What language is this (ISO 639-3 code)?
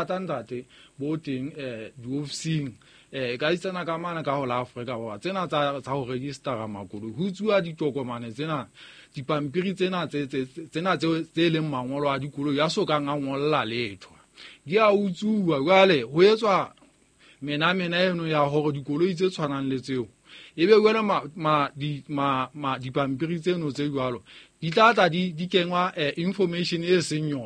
sot